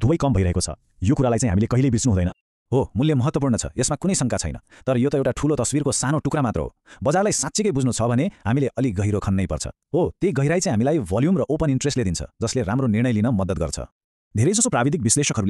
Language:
Nepali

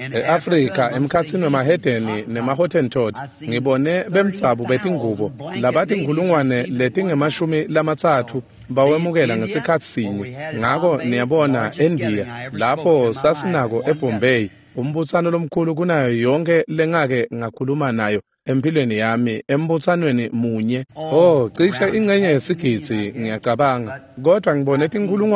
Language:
Swati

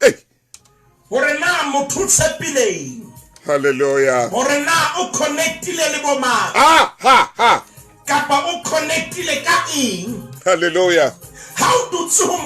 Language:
Southern Sotho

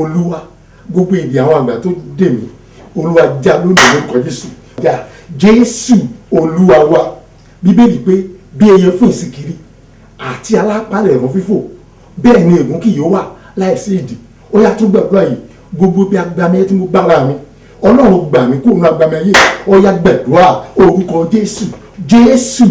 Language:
Yoruba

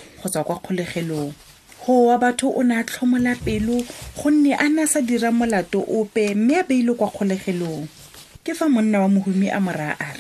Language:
Tswana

